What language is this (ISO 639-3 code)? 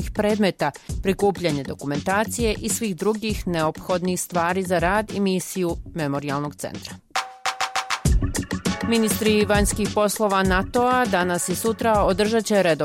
bos